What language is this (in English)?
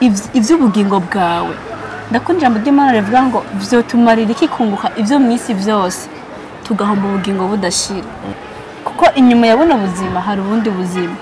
Rundi